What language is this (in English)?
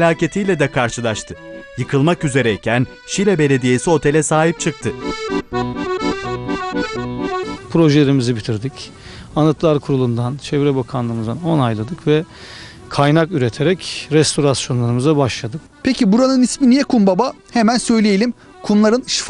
Turkish